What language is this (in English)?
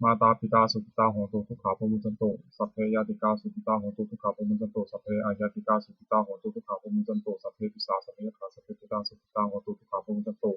Pali